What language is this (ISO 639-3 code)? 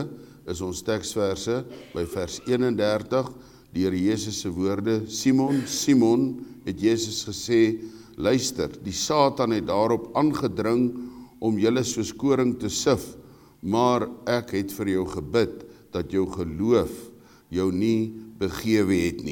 afr